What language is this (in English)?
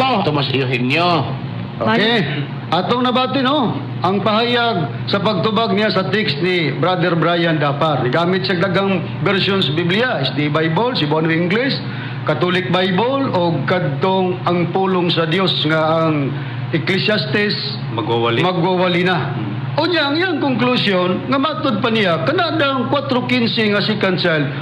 Cebuano